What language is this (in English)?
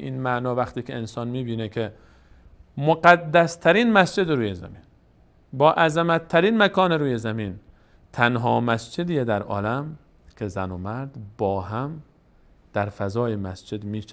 Persian